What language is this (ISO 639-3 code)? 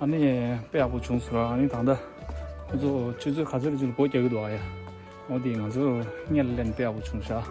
bod